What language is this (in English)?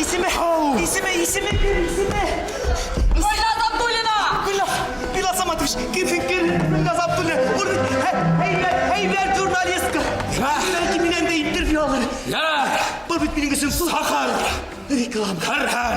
Bashkir